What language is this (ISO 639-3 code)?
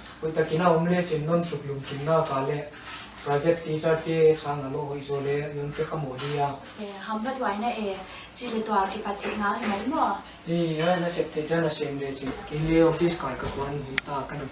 ctd